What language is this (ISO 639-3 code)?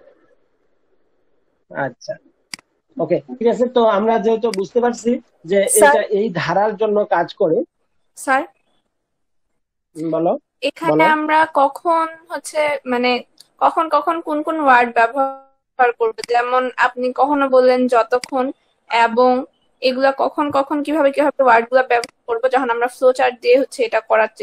ben